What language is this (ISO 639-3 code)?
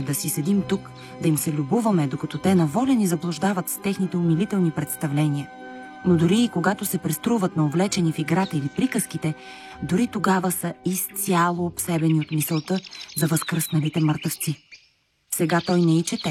bul